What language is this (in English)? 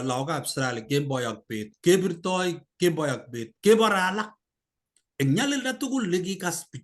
Kalenjin